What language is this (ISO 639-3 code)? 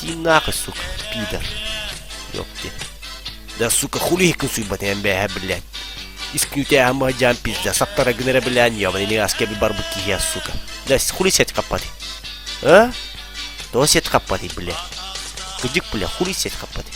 sah